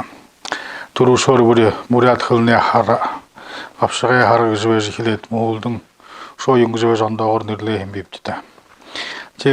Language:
Buriat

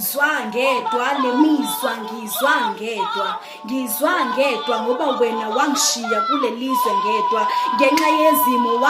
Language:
Zulu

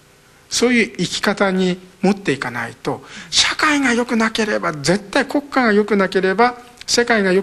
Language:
Japanese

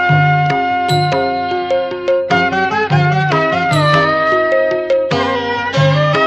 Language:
Telugu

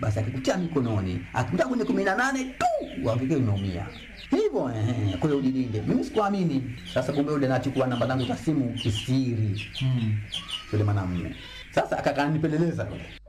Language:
Swahili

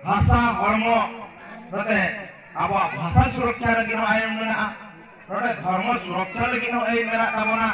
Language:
Santali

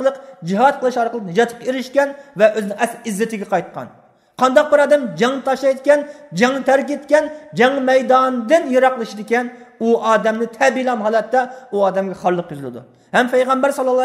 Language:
Uyghur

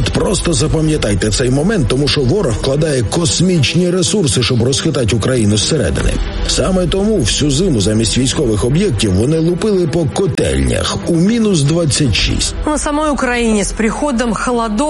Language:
Ukrainian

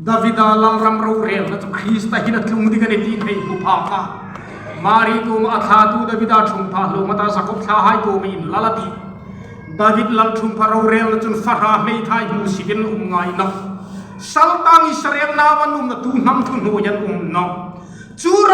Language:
Hmar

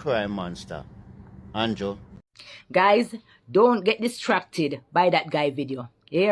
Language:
Jamaican Creole English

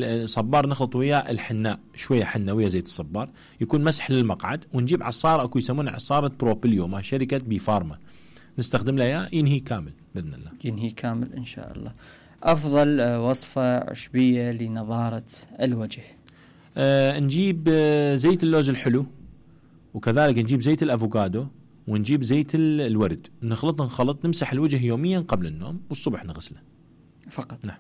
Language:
Mesopotamian Arabic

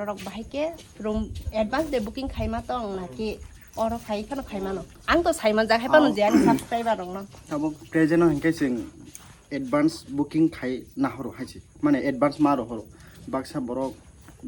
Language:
Kok Borok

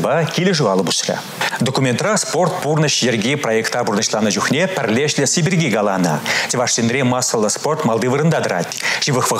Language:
Chuvash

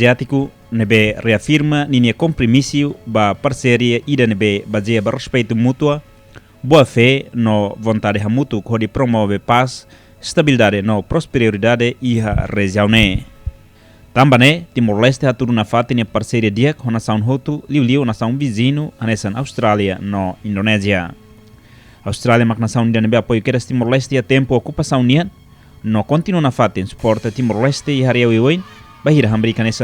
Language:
Tetum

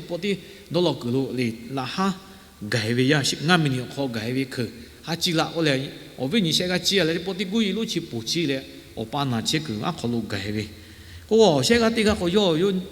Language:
Lahu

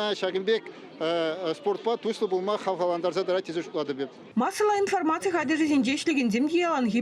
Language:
Chuvash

